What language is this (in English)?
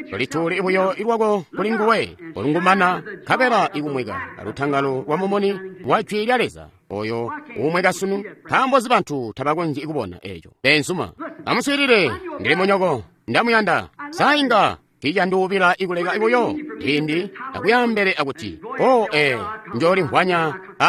Tonga (Zambia)